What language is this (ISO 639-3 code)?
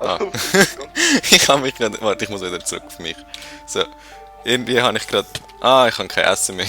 gsw